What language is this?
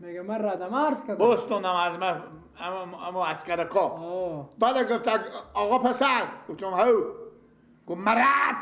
Persian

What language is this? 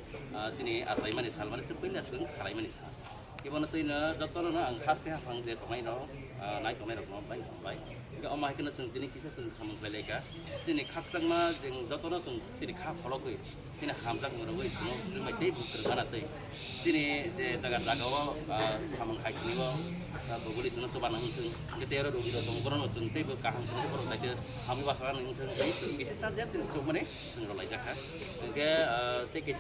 Riang (India)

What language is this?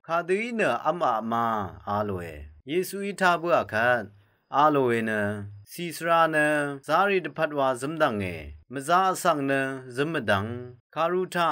Rawang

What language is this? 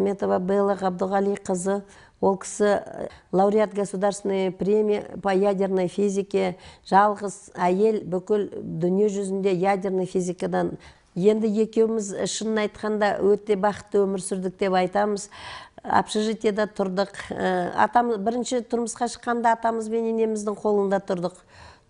Kazakh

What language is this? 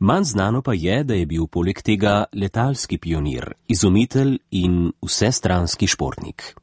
Slovenian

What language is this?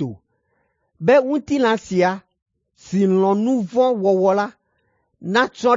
Ewe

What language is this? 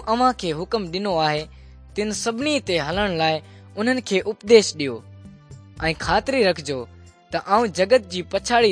Sindhi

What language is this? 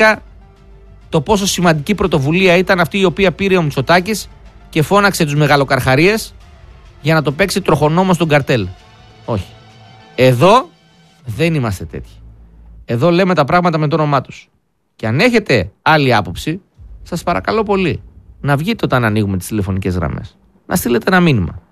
Greek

